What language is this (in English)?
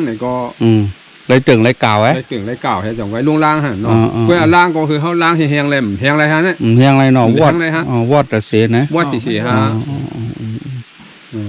Shan